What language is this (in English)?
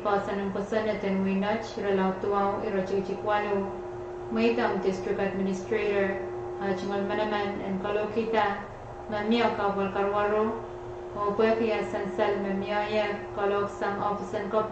Pohnpeian